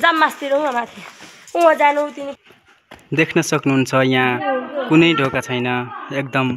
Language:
Nepali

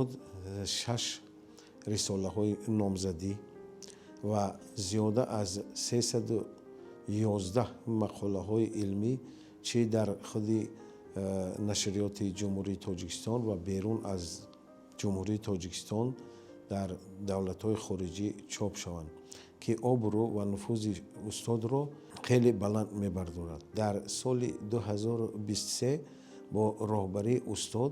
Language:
Tajik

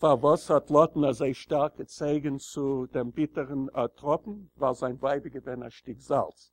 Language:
Yiddish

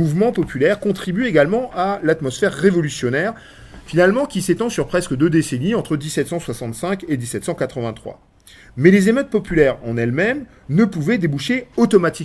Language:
French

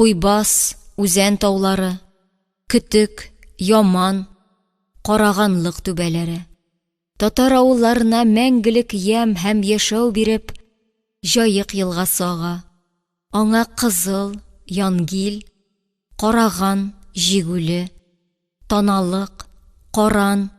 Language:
Tatar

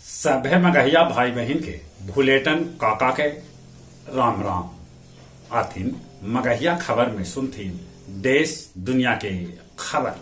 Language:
Magahi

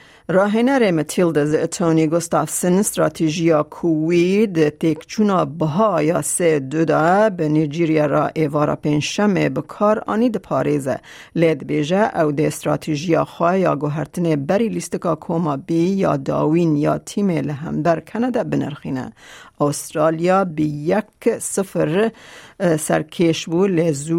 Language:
Kurdish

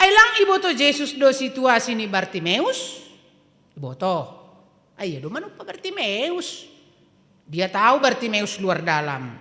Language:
Batak Simalungun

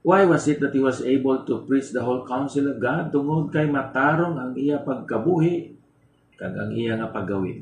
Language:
Hiligaynon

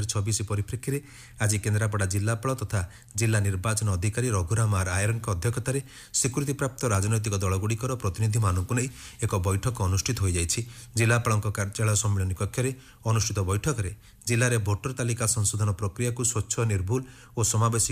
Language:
Odia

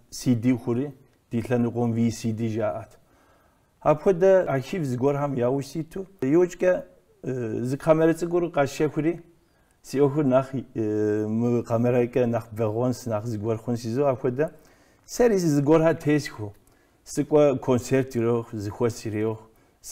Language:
Kabardian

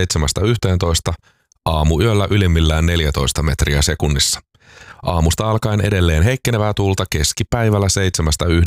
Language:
Finnish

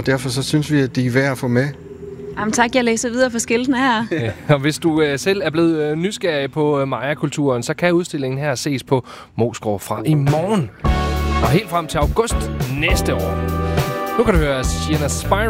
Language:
Danish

